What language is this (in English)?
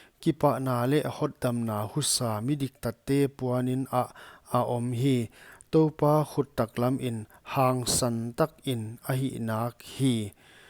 Paite Chin